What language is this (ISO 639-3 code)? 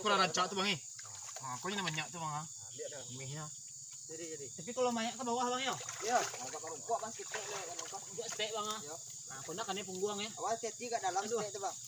min